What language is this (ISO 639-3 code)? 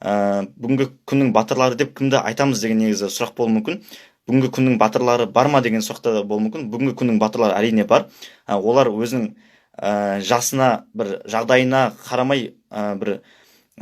kaz